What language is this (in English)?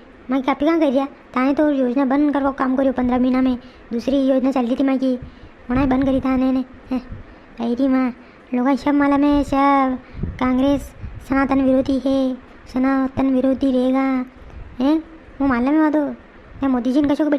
Rajasthani